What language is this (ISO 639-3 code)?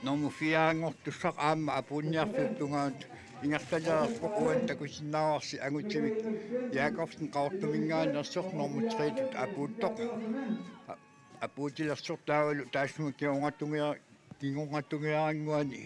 kal